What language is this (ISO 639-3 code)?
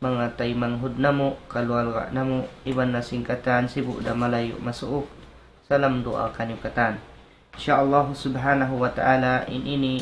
tsg